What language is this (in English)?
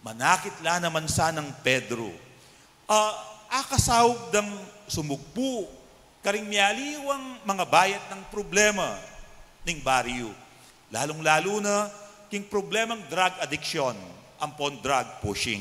Pampanga